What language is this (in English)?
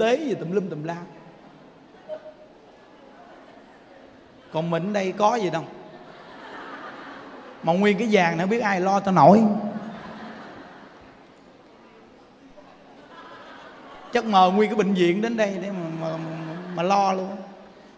Vietnamese